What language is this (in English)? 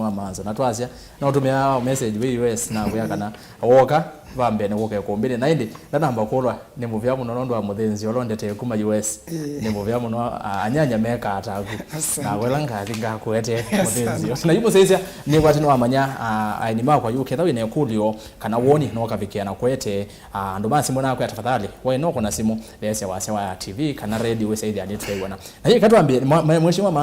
Kamba